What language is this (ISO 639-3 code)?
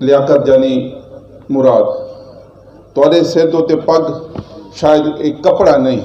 skr